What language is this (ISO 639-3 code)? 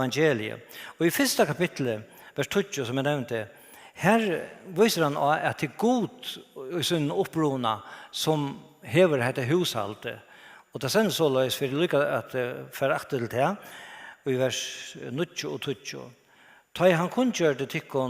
fao